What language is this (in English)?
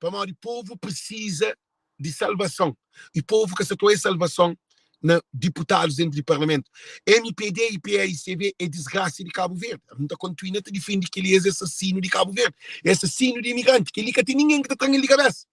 Kabuverdianu